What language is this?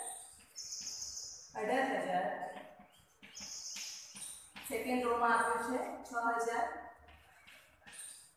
Gujarati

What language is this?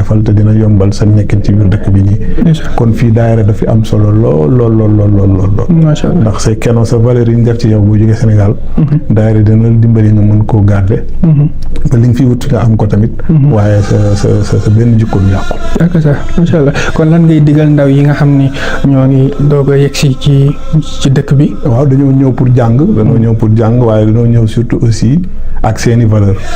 Wolof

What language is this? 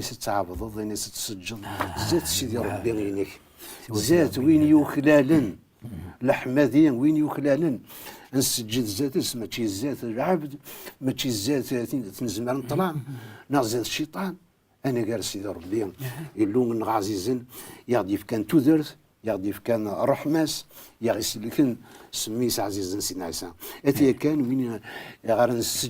Kabyle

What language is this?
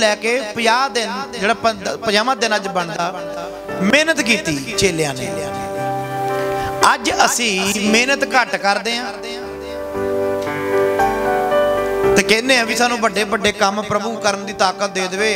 Punjabi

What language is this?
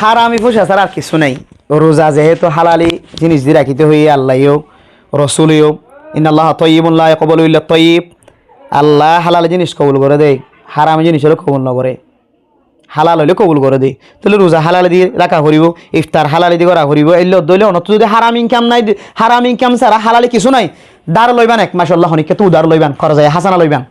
Rohingya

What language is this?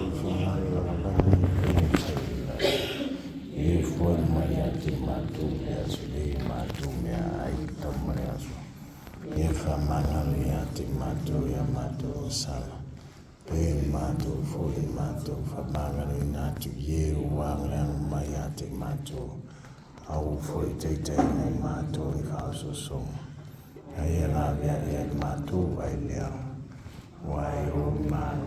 Samoan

